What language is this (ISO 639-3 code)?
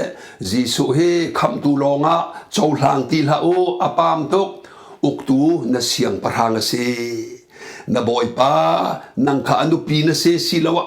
cnh